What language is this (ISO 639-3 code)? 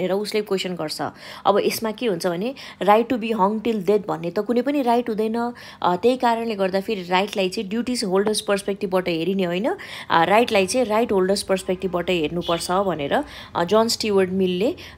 nep